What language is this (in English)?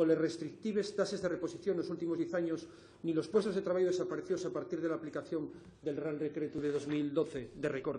Asturian